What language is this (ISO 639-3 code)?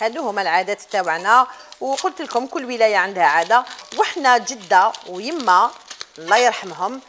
arq